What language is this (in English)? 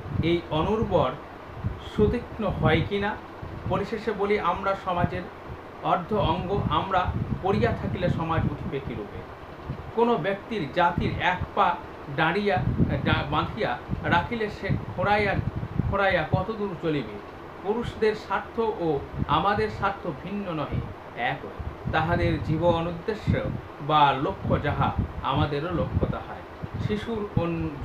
Bangla